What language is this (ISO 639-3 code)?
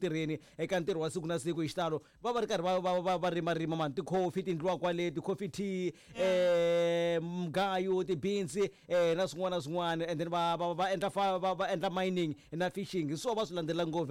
tso